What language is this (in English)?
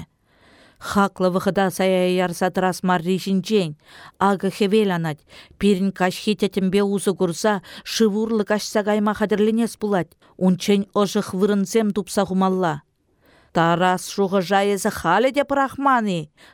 Chuvash